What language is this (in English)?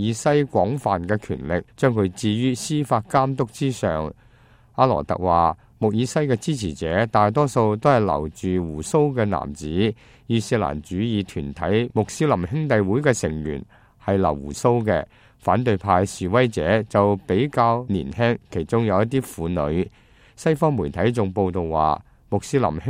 Cantonese